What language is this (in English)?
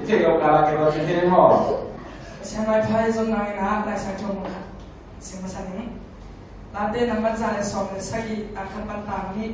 Tedim Chin